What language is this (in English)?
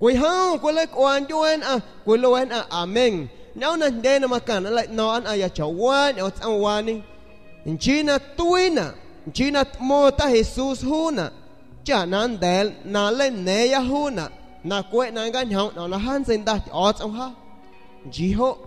San Pedro Amuzgos Amuzgo